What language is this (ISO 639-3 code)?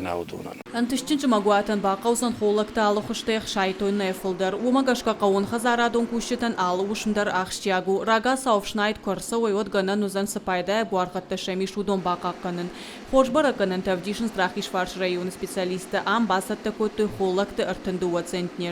oss